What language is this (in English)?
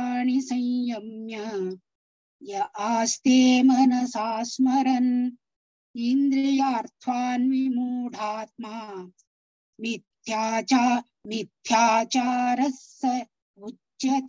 Sanskrit